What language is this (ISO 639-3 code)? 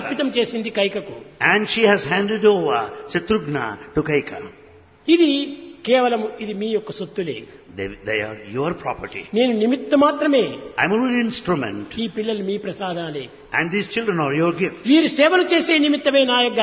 tel